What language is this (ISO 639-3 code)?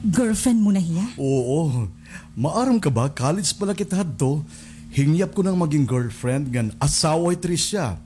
war